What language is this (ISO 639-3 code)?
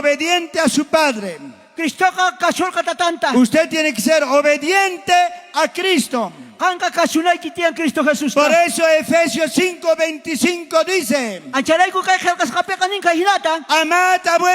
quh